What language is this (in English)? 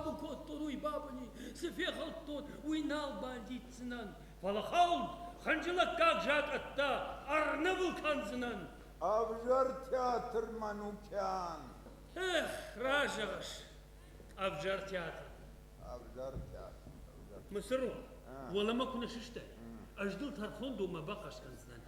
Ossetic